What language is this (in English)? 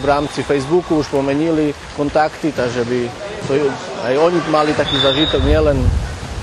Rusyn